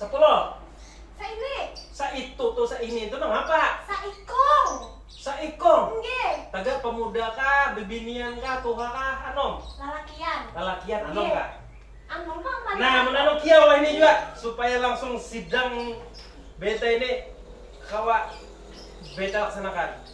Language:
Banjar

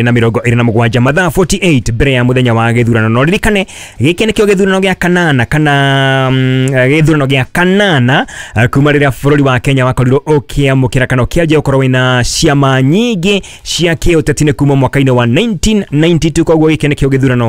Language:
Kikuyu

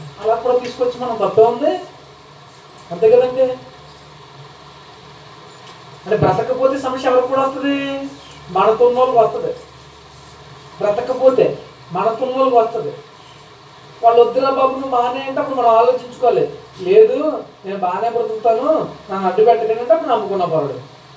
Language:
Telugu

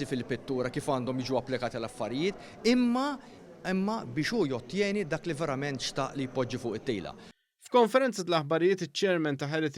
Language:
Maltese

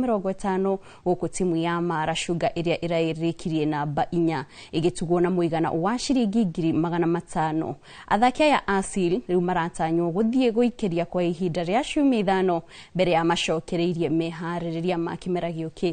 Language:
Kikuyu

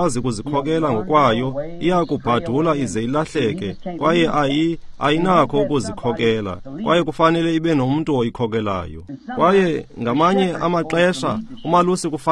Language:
Xhosa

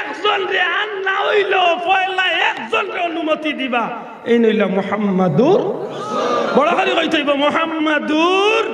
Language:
Sylheti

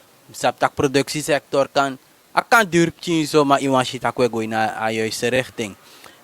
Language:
Sranan Tongo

